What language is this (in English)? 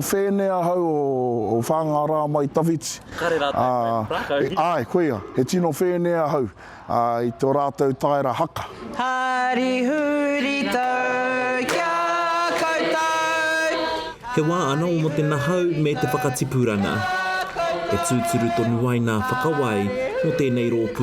Māori